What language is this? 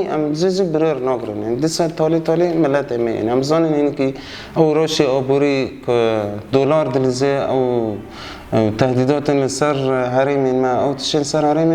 Kurdish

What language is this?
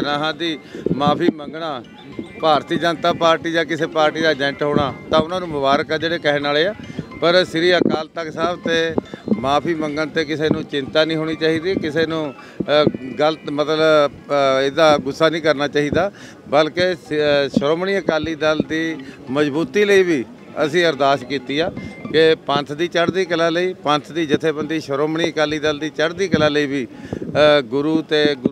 Punjabi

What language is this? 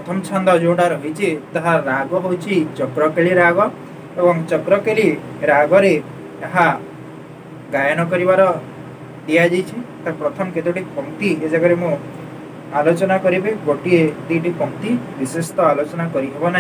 Odia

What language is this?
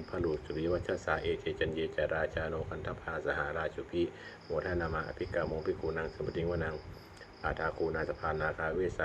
Pali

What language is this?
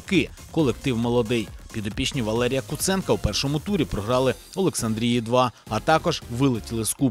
Ukrainian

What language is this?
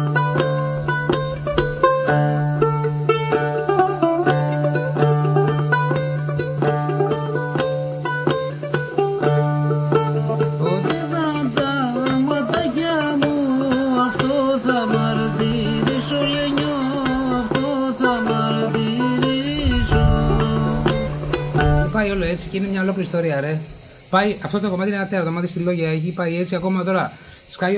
Greek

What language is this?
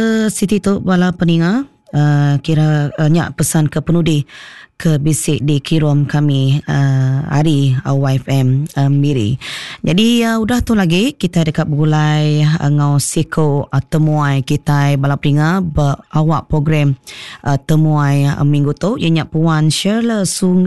Iban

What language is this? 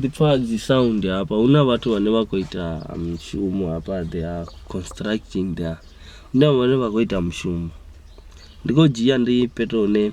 Venda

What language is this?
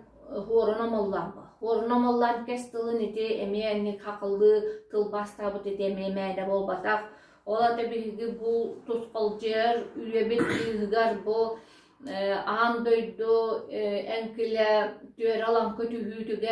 Yakut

